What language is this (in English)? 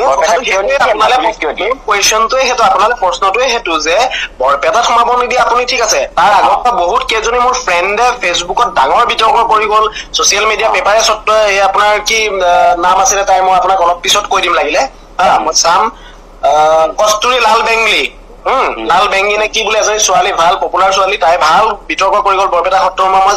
Assamese